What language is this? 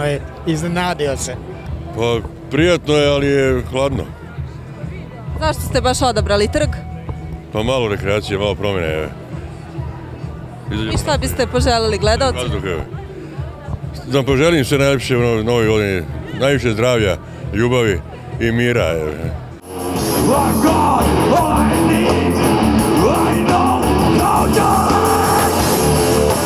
Serbian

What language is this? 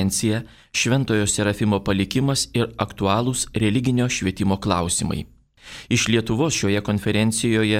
Lithuanian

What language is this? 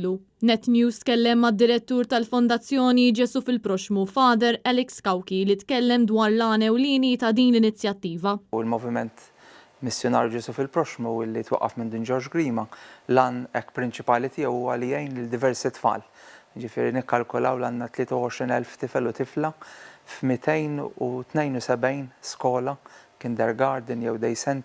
Maltese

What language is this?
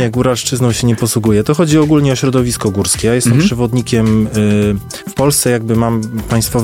Polish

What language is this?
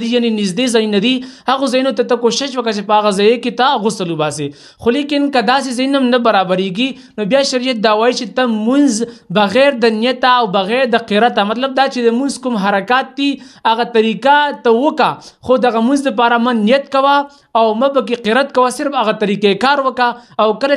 Pashto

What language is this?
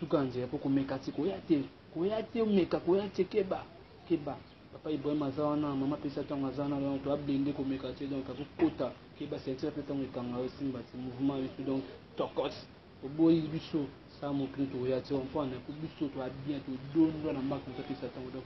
Lingala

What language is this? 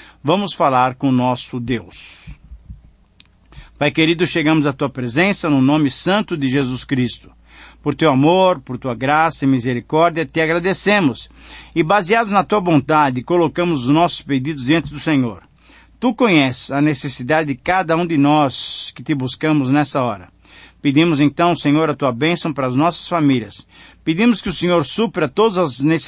Portuguese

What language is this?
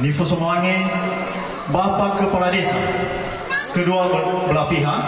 Nias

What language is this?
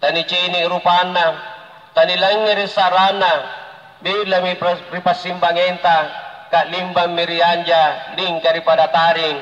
Makasar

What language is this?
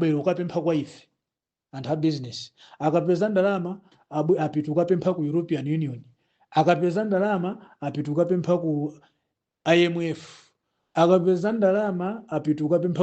Nyanja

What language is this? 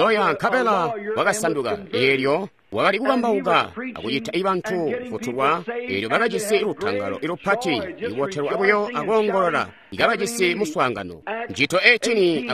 Tonga (Zambia)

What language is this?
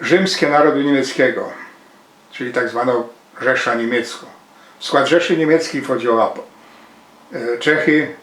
Silesian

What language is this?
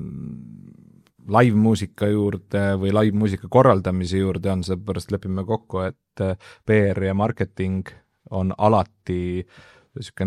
Estonian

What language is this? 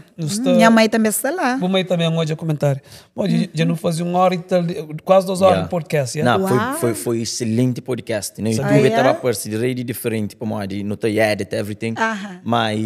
Kabuverdianu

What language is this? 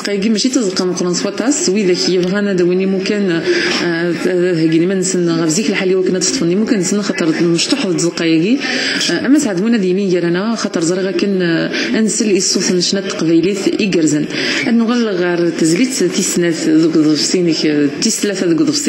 Kabyle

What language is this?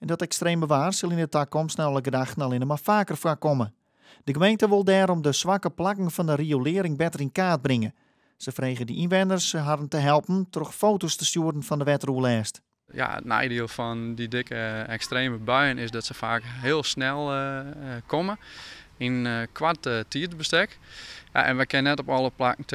Western Frisian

